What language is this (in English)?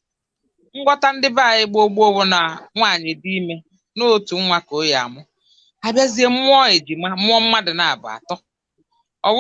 Igbo